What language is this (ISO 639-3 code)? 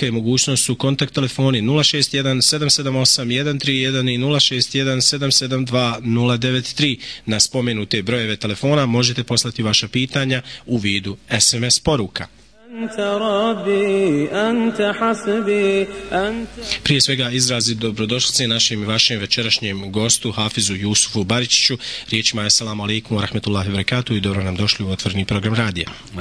bos